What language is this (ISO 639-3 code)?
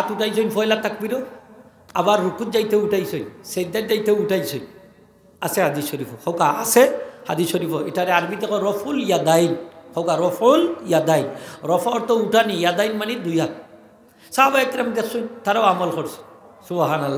syl